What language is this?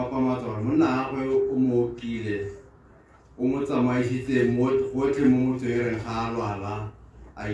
Tswana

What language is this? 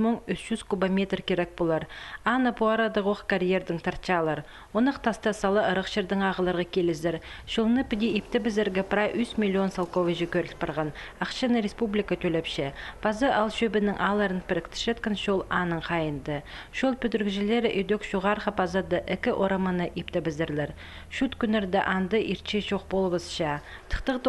Khakas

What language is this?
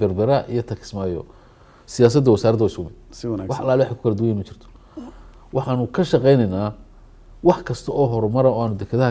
Somali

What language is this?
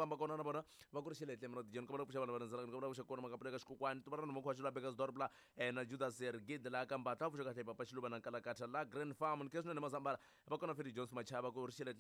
Tsonga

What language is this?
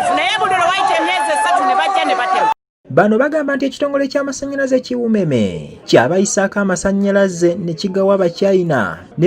Ganda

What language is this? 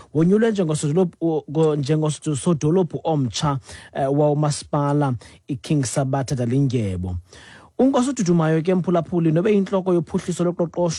Xhosa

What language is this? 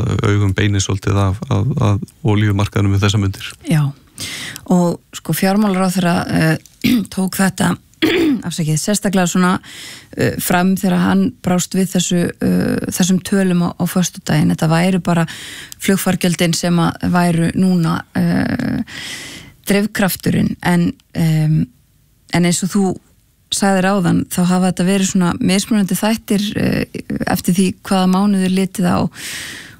Icelandic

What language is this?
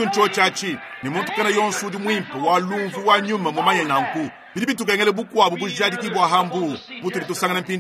Luba-Lulua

